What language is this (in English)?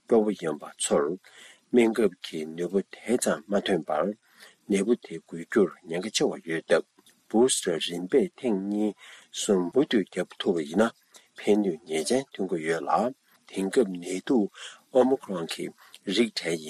Tibetan